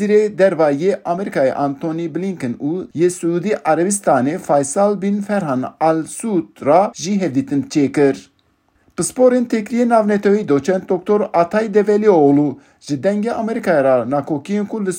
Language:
Kurdish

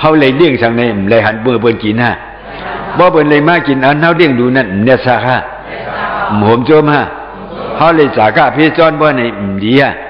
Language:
Shan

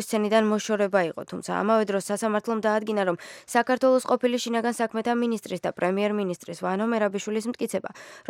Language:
Georgian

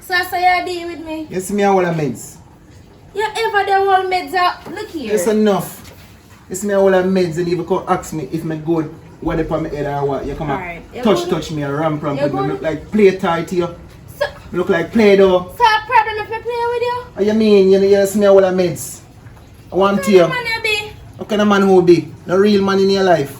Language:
Jamaican Creole English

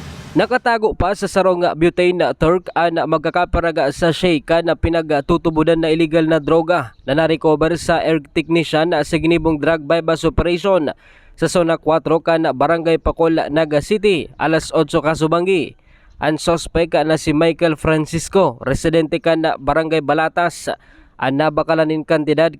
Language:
Bikol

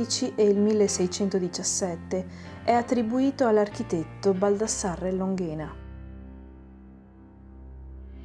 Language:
Italian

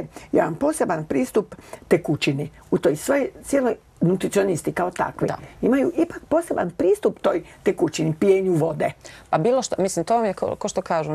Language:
Croatian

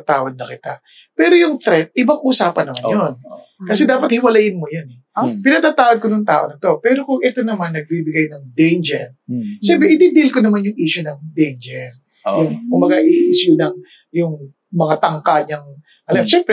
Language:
Filipino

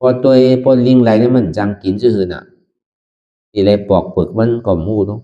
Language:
Shan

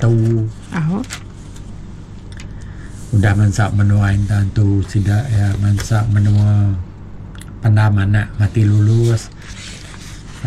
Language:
Iban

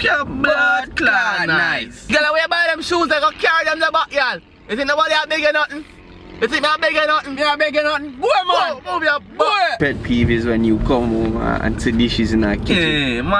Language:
Jamaican Creole English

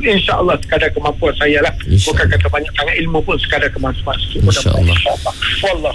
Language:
Malay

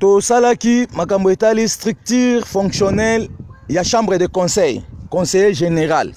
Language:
Lingala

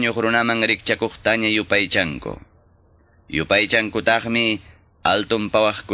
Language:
Quechua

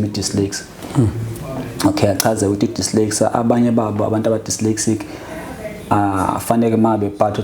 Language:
Zulu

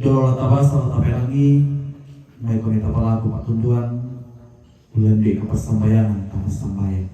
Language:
Toraja-Sa'dan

